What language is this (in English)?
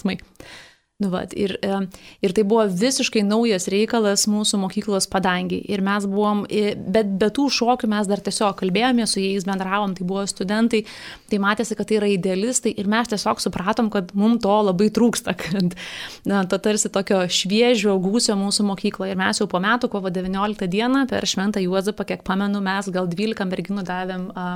Lithuanian